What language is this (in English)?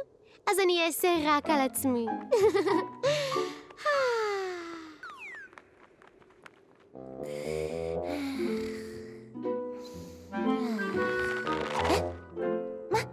Hebrew